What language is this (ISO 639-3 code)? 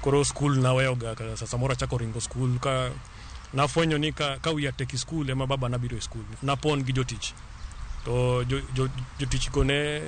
luo